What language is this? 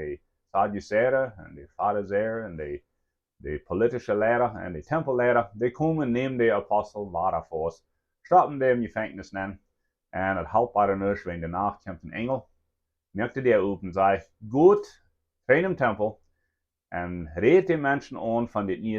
Plautdietsch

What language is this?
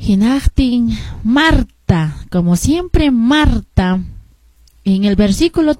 Quechua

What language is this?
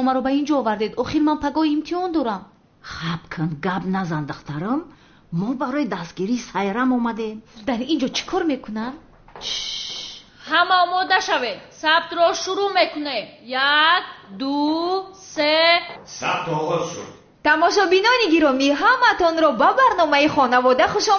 Tajik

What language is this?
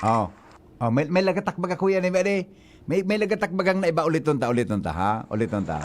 Bikol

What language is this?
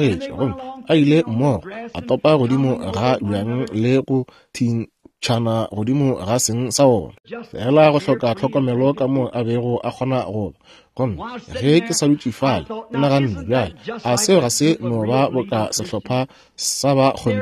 Northern Sotho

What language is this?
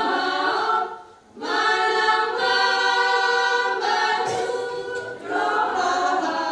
Batak Toba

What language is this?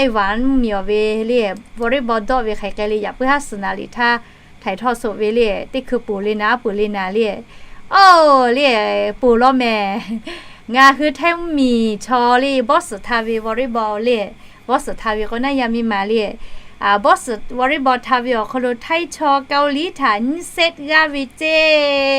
Lahu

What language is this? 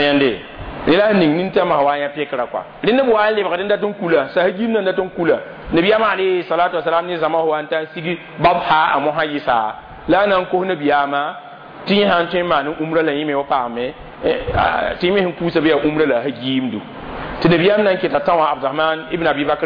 Mossi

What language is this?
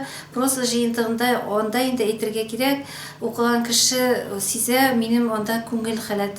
Tatar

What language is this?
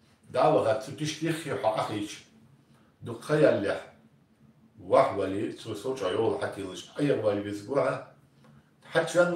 Ingush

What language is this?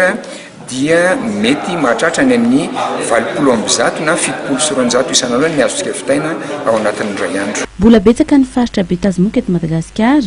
Malagasy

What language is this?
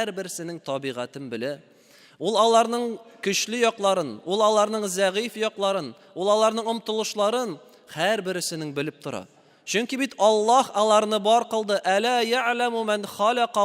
Tatar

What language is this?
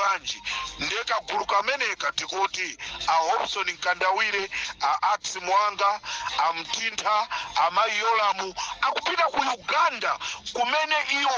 Nyanja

